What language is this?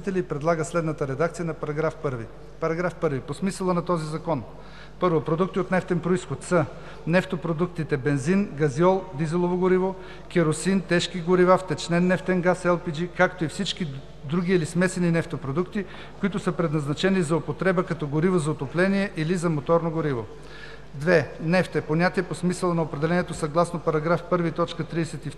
Bulgarian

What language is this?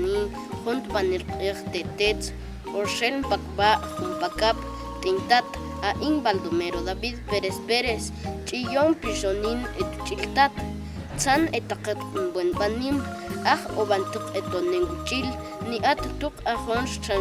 Tektiteko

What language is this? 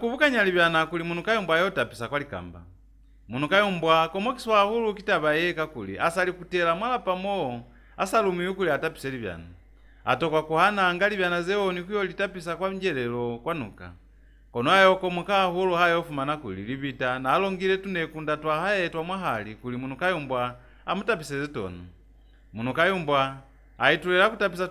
Lozi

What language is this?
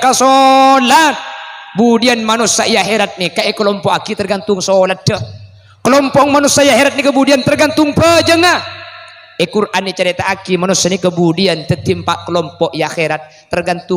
Madurese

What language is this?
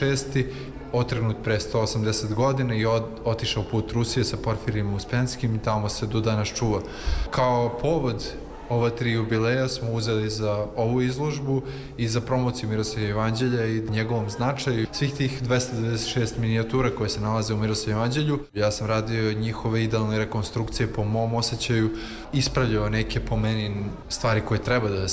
Serbian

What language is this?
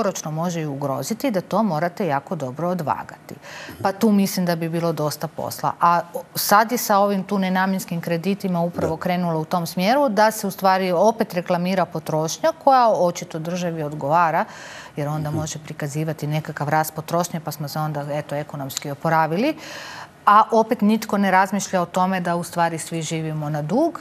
Croatian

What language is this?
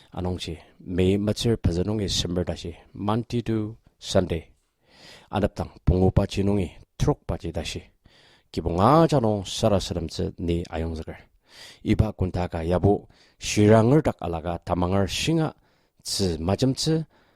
Ao Naga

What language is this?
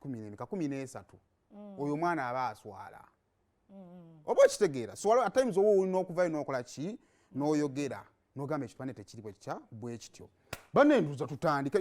Ganda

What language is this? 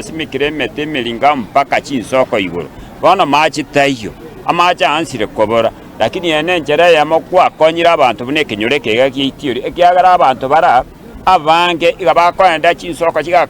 Gusii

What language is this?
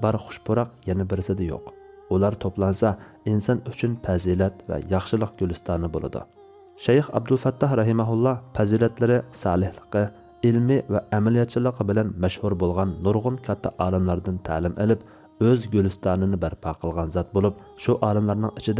Uyghur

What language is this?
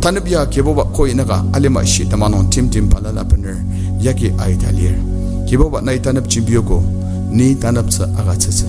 Ao Naga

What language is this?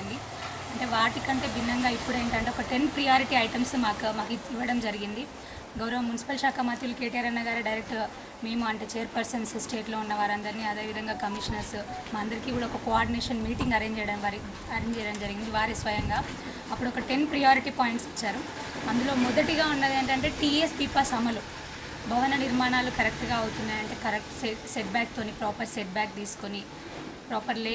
Telugu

